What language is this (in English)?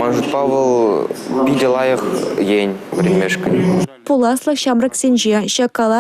Chuvash